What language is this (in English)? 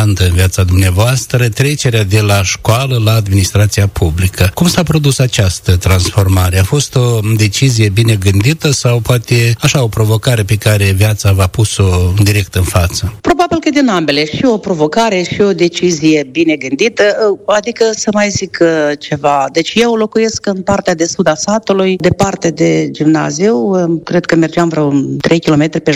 Romanian